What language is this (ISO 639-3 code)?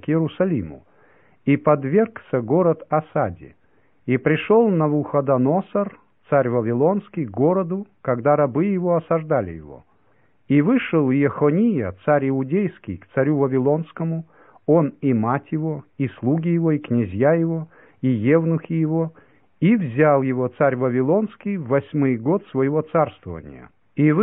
rus